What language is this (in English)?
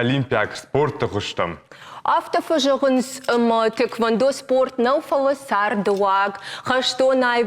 Ossetic